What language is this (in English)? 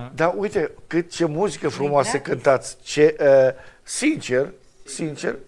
Romanian